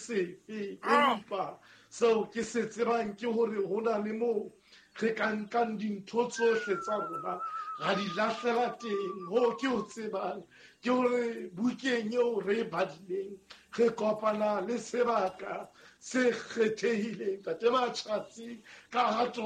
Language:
Southern Sotho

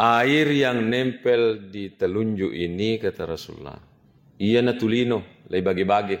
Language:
Buginese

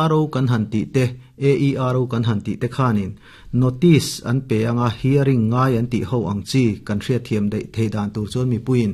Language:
Mizo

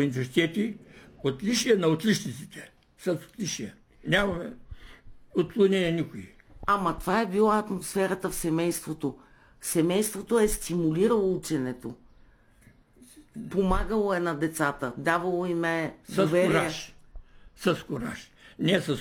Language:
Bulgarian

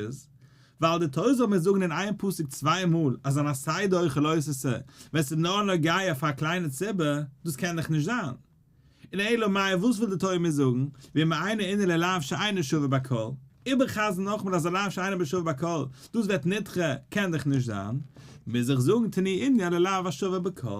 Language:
Yiddish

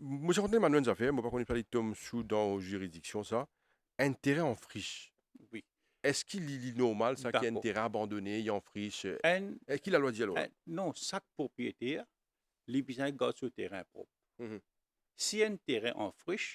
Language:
Morisyen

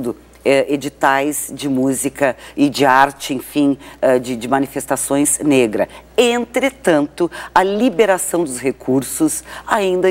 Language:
Portuguese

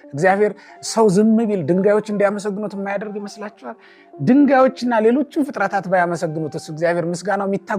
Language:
Amharic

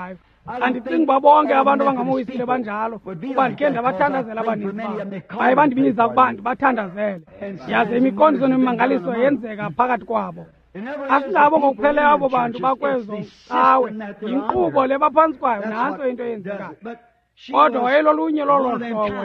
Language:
Xhosa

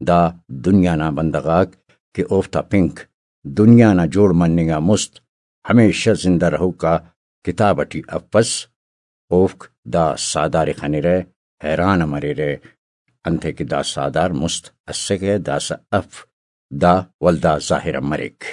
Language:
Brahui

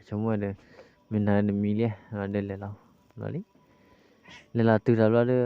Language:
S'gaw Karen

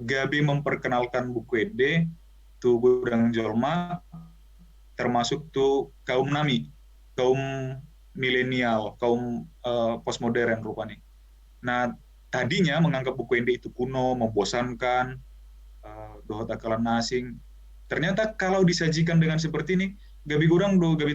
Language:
Batak Toba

